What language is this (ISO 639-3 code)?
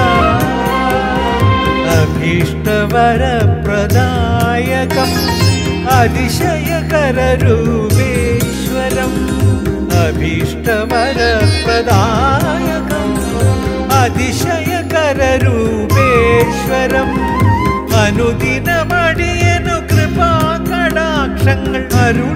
mal